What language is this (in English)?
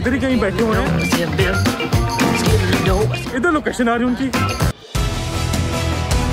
Hindi